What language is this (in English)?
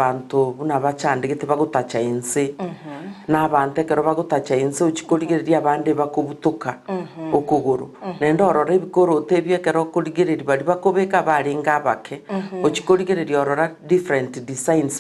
Gusii